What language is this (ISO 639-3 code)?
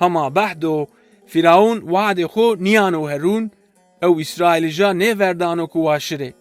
zza